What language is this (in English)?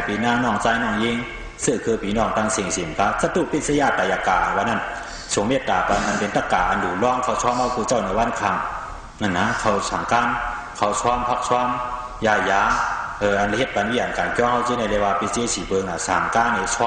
Shan